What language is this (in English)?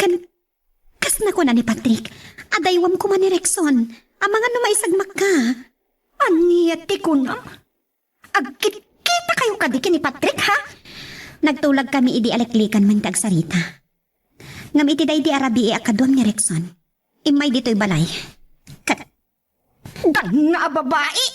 Iloko